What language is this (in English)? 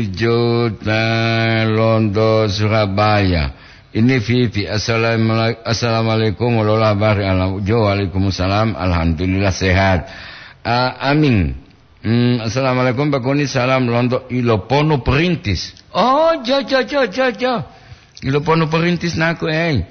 Gorontalo